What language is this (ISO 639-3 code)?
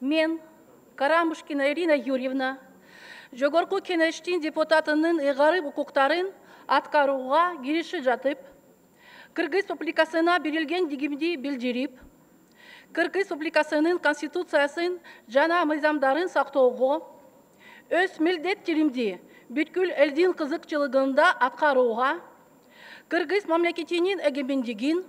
kir